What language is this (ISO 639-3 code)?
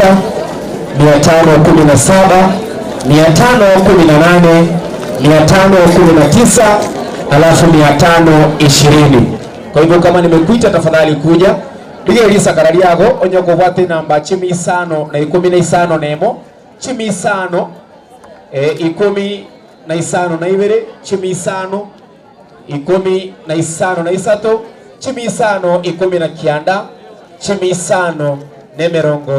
guz